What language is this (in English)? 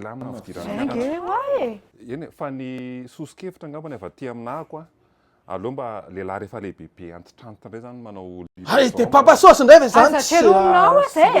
Malagasy